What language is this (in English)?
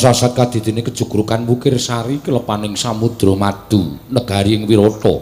Javanese